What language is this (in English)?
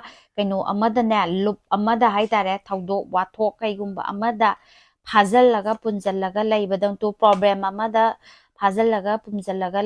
Manipuri